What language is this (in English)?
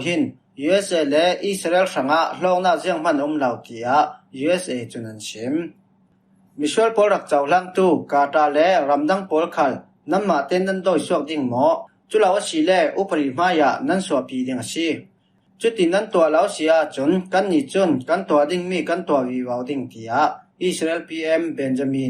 Falam Chin